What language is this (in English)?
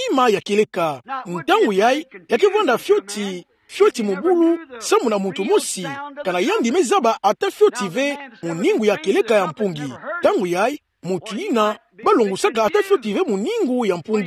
Kituba (Democratic Republic of Congo)